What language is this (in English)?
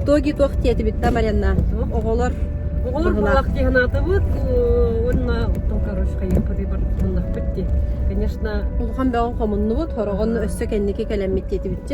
Yakut